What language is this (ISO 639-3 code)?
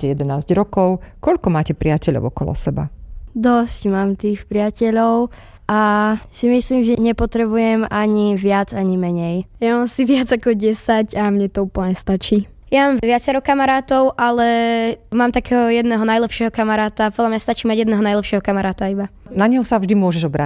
slk